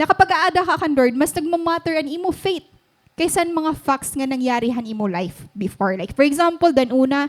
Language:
Waray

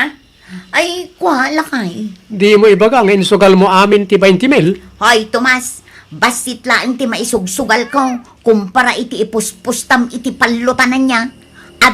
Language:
Iloko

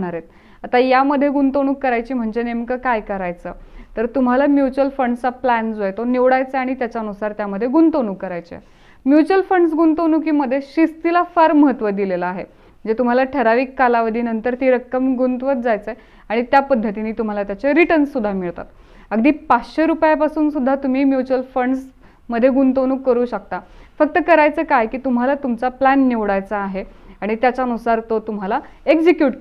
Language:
Marathi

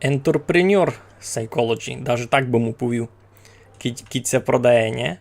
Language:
Rusyn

